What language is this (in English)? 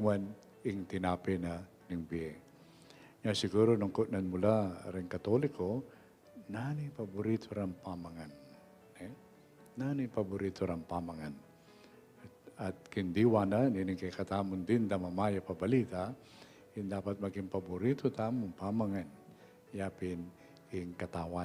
Pampanga